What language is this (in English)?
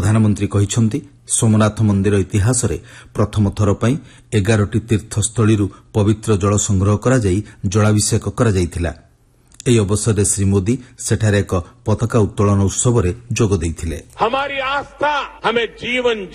Odia